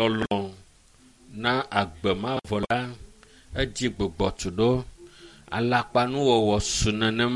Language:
Ewe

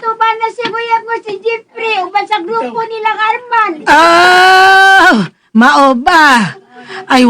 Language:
Cebuano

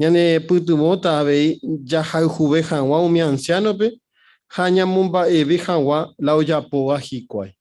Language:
Guarani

